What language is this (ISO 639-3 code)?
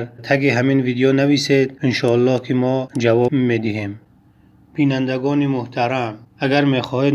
tgk